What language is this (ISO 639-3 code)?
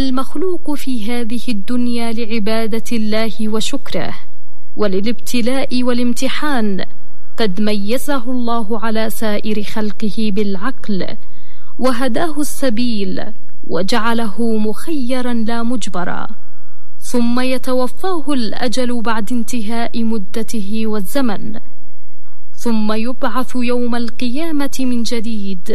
ara